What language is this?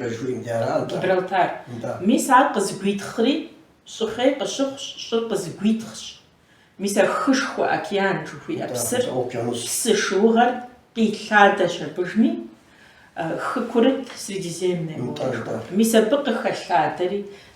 Kabardian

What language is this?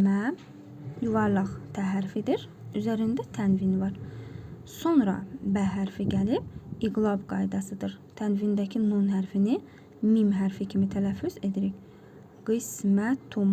Azerbaijani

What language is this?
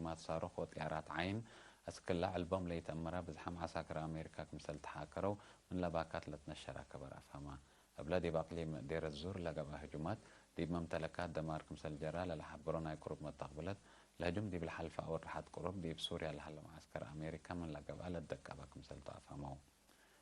Tigre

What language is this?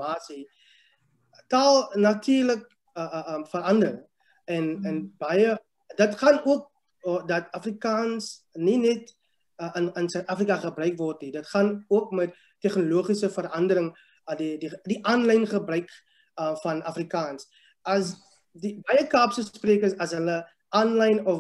Afrikaans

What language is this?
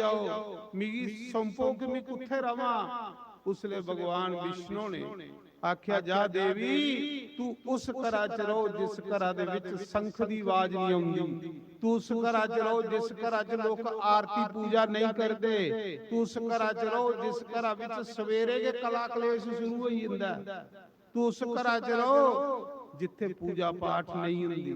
Dogri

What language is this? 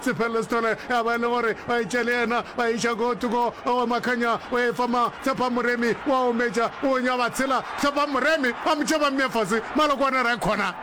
Northern Sotho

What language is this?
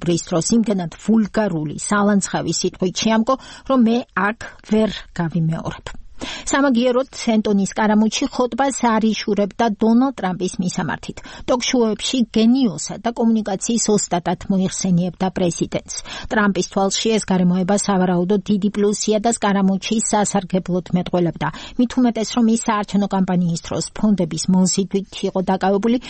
Georgian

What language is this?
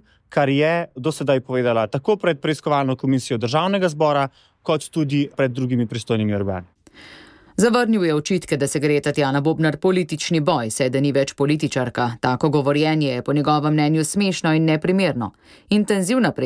Slovenian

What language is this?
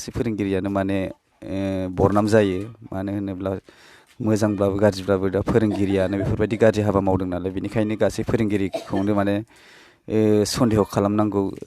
Bodo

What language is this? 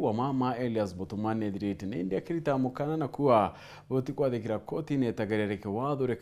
Meru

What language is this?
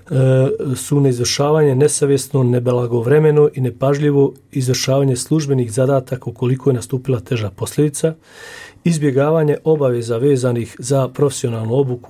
Bosnian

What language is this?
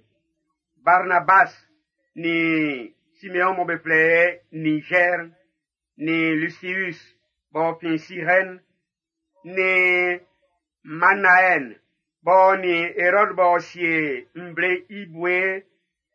Baoulé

